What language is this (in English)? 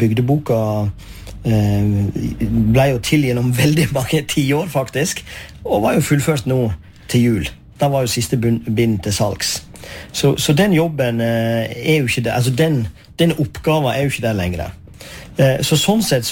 Norwegian